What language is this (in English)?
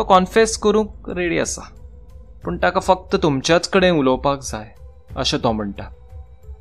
Konkani